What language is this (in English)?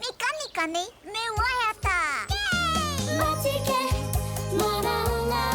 Māori